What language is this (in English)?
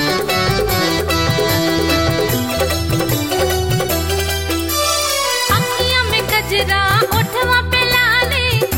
Bhojpuri